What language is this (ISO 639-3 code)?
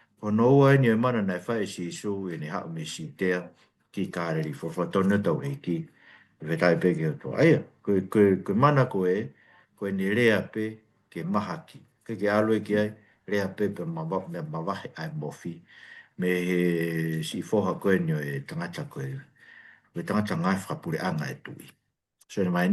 ton